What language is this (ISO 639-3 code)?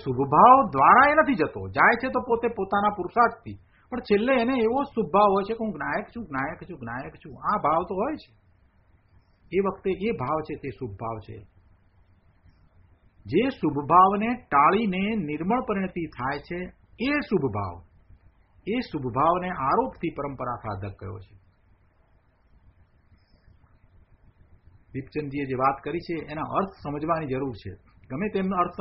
guj